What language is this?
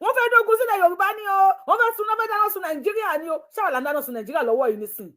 Yoruba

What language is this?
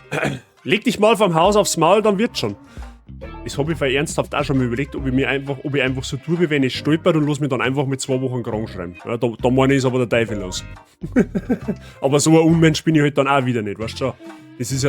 Bavarian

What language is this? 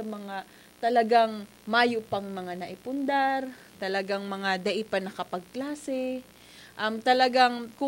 Bikol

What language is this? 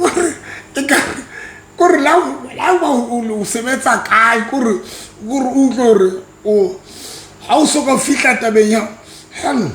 Southern Sotho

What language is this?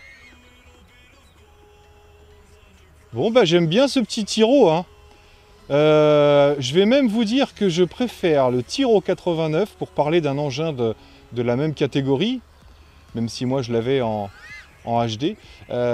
French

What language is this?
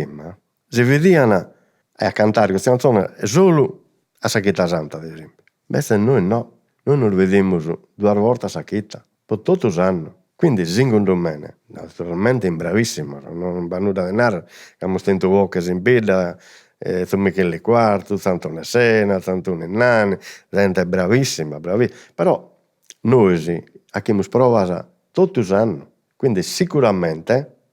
Sardinian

